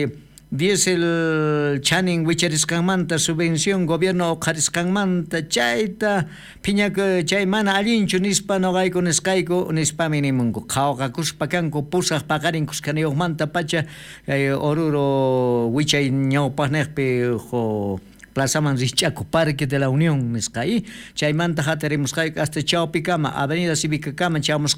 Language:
South Bolivian Quechua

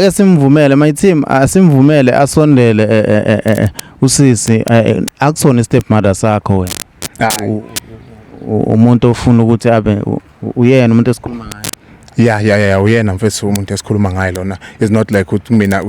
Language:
Zulu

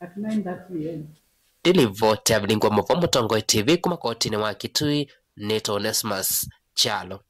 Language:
Kamba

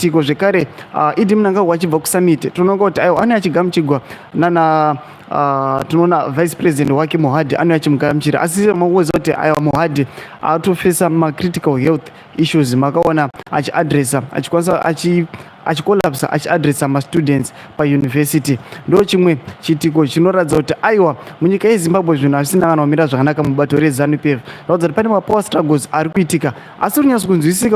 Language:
Shona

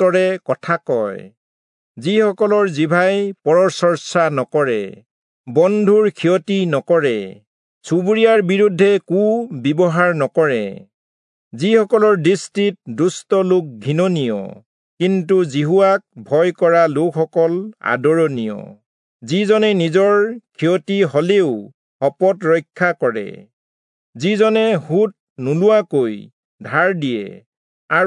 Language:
Assamese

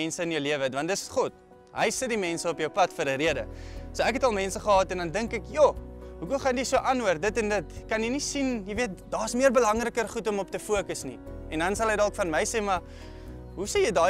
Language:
Afrikaans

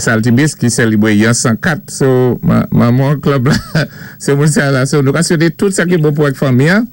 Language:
Saint Lucian Creole French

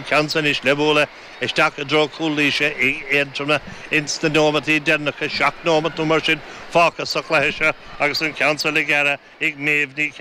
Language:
Irish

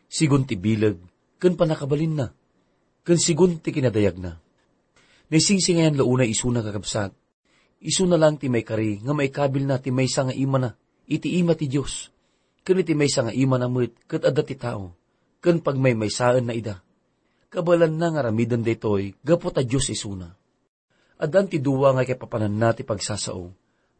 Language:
Iloko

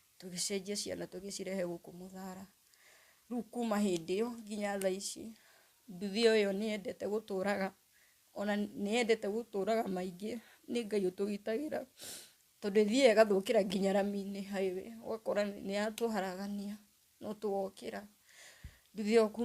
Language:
Kikuyu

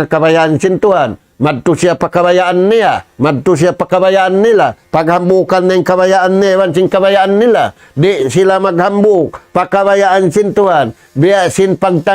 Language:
Tausug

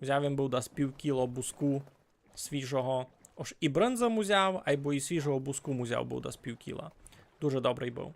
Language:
Rusyn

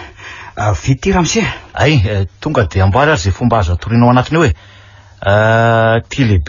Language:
Malagasy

